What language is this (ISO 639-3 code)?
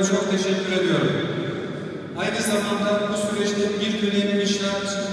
tur